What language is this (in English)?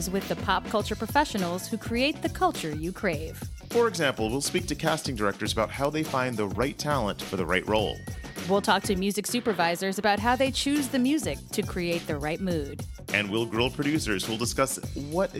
English